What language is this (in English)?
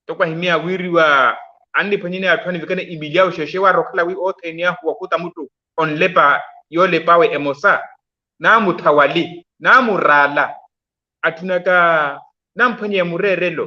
Makhuwa